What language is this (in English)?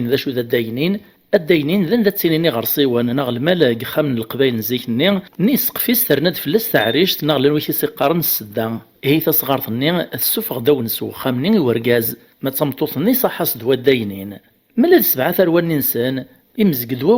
Kabyle